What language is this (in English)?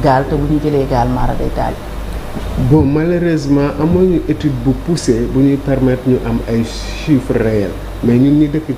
Wolof